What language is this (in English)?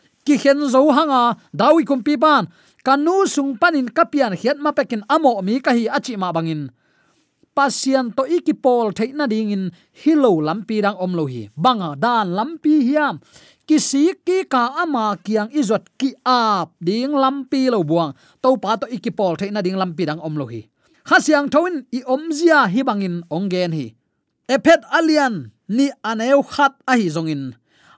Tedim Chin